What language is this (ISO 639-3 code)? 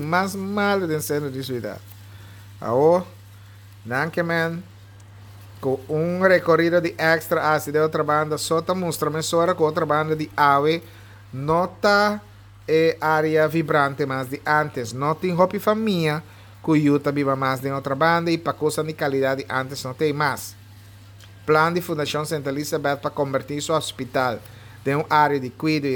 pap